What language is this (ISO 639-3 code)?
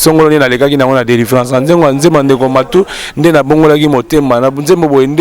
lin